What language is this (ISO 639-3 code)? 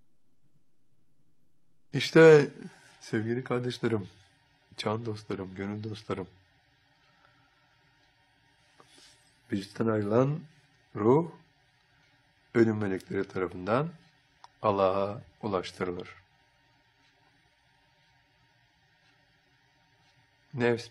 tur